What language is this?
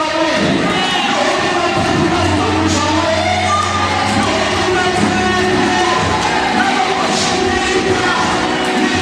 Tsonga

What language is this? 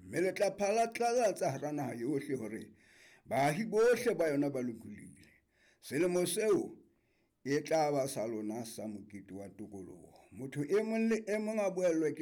Southern Sotho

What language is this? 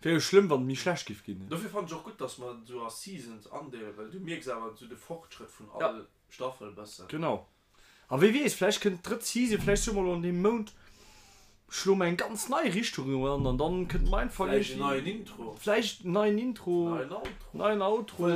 Luxembourgish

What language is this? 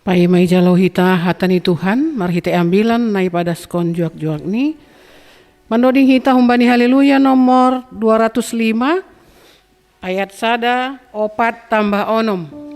Batak Simalungun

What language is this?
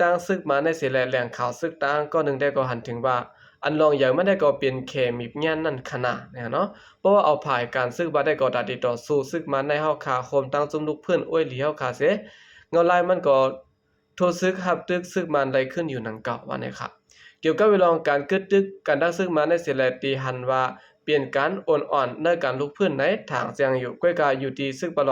Shan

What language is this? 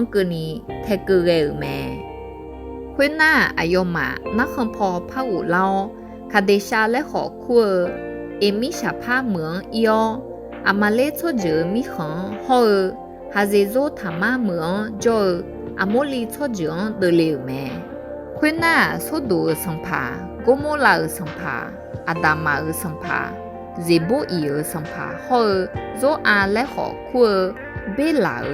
Akha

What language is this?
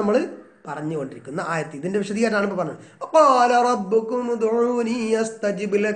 Malayalam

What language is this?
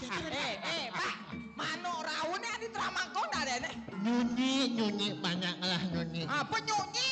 Balinese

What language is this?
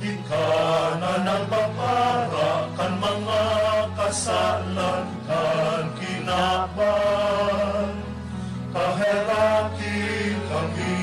Bikol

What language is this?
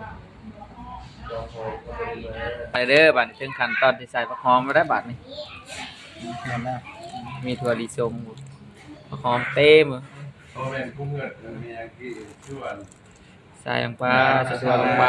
Lao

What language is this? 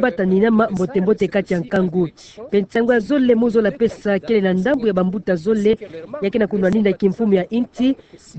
Kituba (Democratic Republic of Congo)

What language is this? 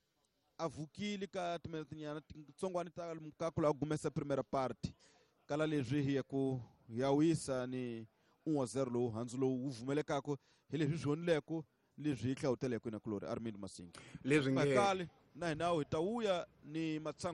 Tsonga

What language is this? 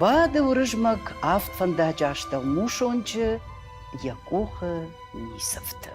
Ossetic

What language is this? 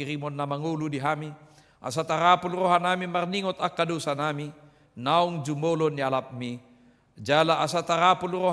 Batak Toba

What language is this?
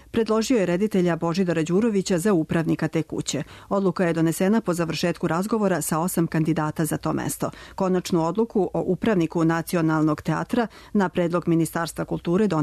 Serbian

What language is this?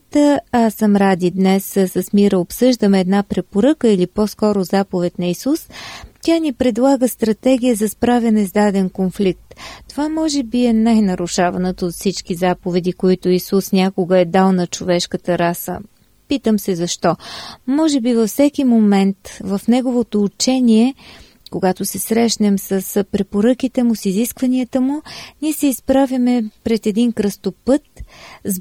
Bulgarian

